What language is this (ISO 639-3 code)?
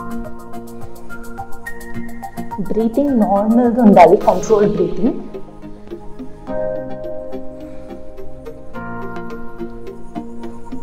tel